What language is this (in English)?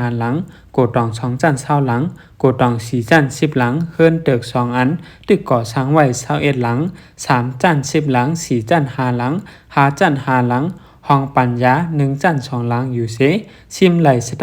Shan